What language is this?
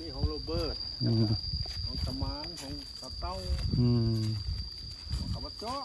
Northeastern Thai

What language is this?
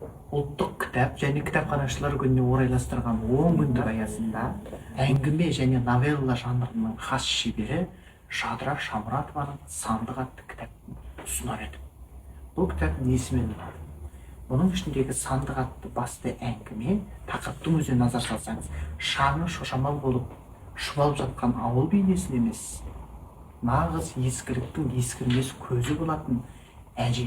Kazakh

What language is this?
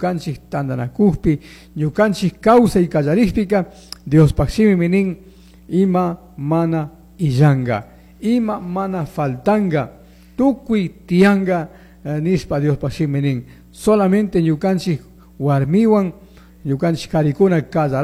Chimborazo Highland Quichua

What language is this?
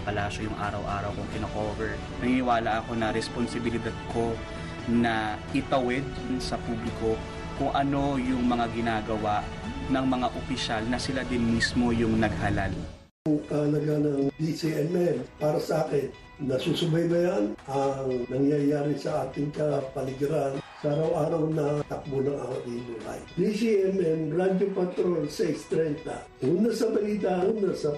Filipino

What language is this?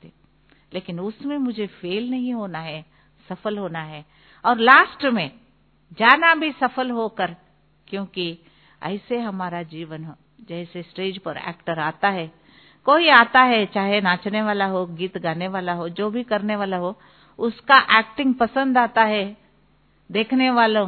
Hindi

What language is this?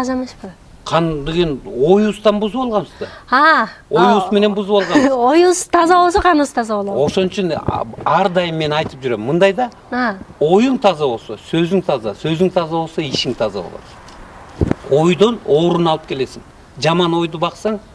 Kyrgyz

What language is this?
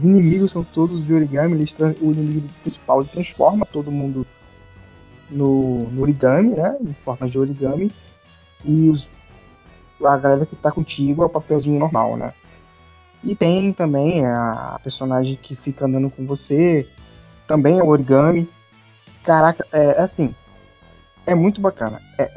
Portuguese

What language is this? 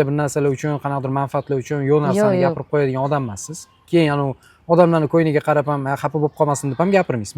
Uzbek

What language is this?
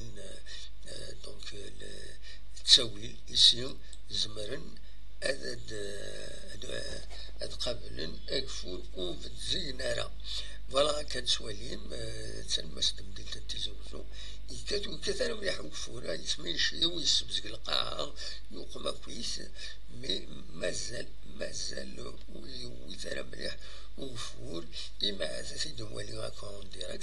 Kabyle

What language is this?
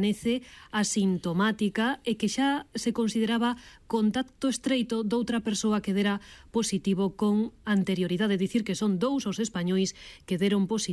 Galician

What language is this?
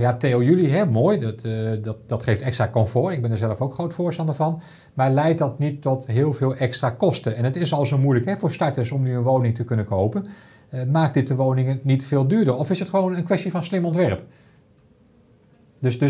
Dutch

